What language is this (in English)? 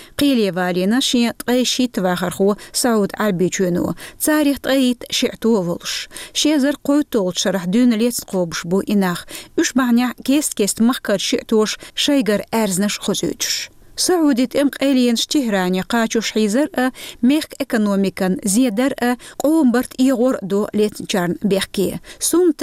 Chechen